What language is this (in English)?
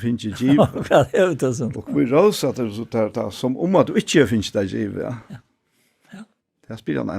Faroese